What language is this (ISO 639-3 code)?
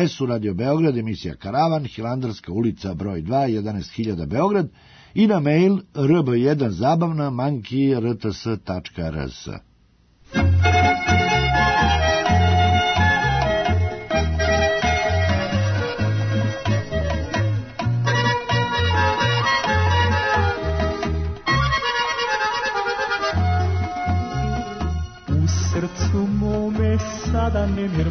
srp